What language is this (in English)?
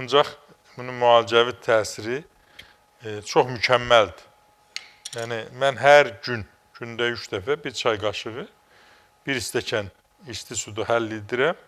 Azerbaijani